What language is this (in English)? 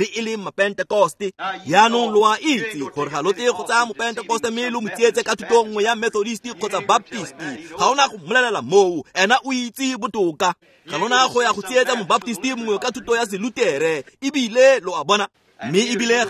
Tswana